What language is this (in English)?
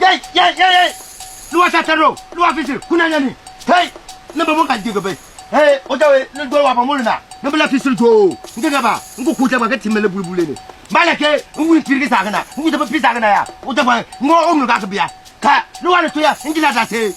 Konkomba